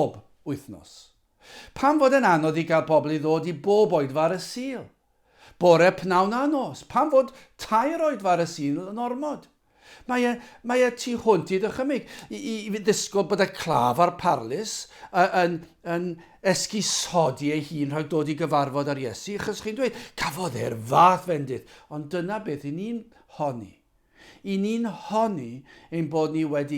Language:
Welsh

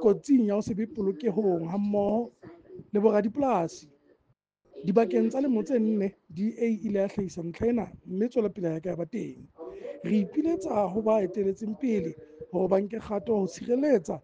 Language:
Southern Sotho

